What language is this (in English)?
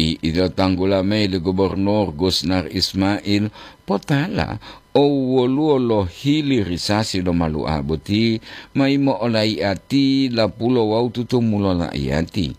Gorontalo